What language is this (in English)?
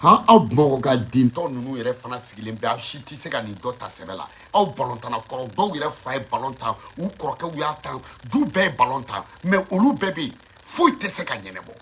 Bambara